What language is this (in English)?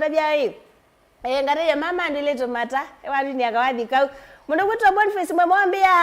Kamba